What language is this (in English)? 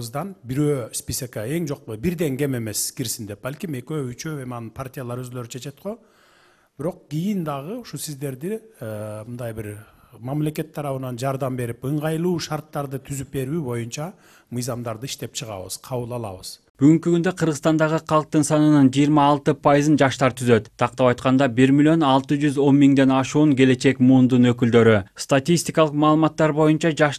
Kyrgyz